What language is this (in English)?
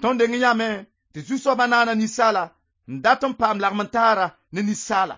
Mossi